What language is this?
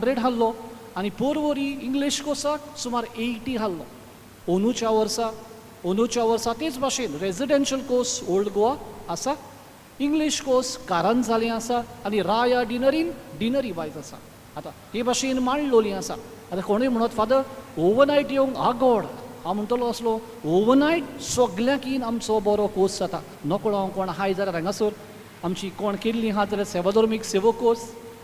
Konkani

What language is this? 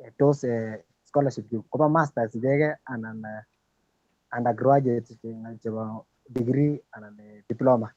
Kalenjin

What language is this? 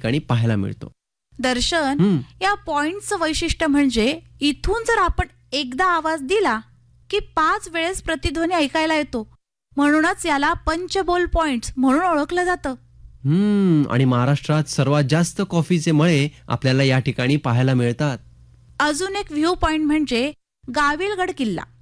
Marathi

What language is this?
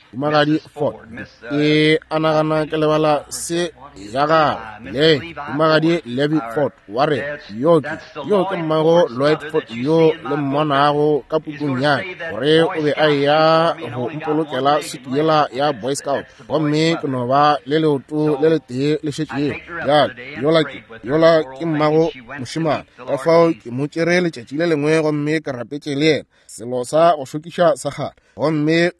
Northern Sotho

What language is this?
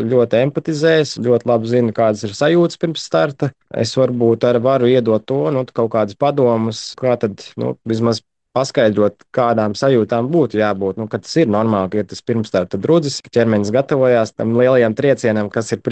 Latvian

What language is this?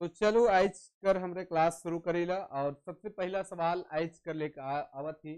Sadri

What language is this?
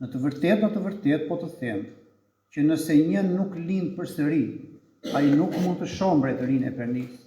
Albanian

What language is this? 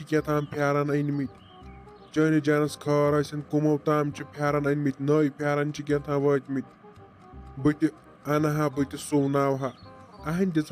Kashmiri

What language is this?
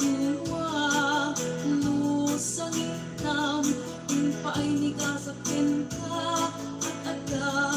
Iloko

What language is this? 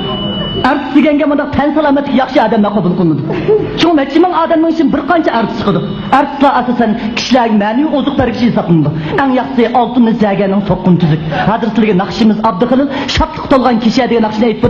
Uyghur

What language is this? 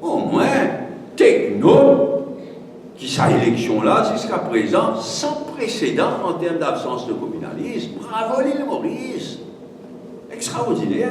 Morisyen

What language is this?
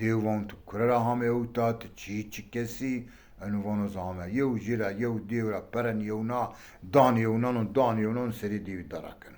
Zaza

